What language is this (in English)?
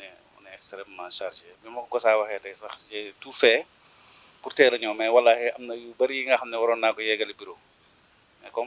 Wolof